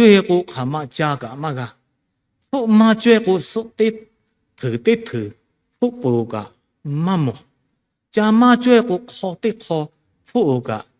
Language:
Lahu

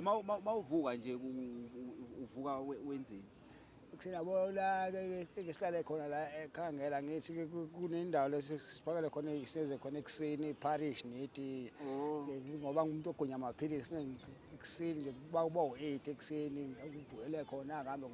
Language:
Zulu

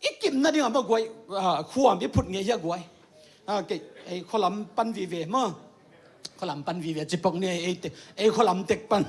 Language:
Tedim Chin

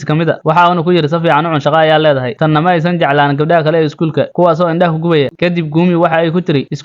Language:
Somali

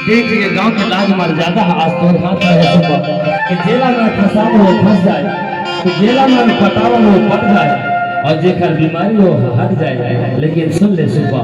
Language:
Chhattisgarhi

